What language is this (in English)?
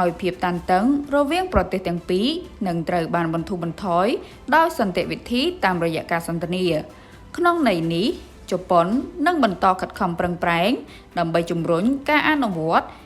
Khmer